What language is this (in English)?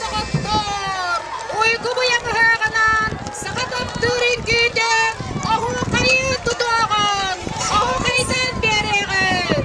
Yakut